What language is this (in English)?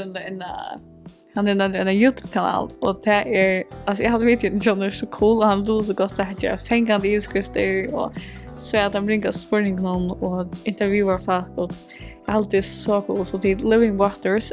Faroese